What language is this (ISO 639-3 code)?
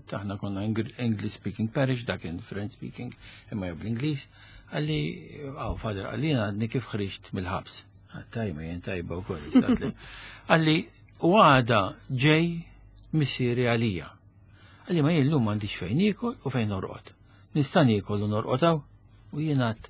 mlt